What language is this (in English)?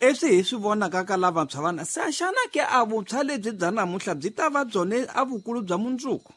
Tsonga